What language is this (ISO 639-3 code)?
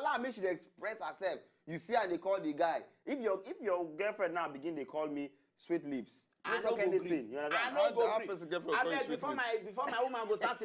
pcm